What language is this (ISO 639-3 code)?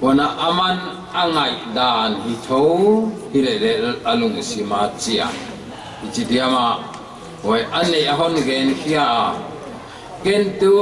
pck